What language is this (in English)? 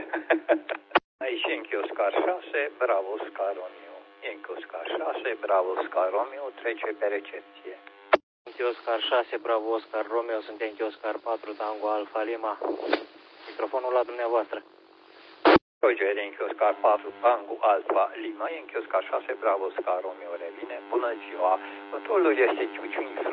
Romanian